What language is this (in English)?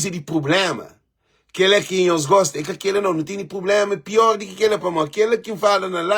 Kabuverdianu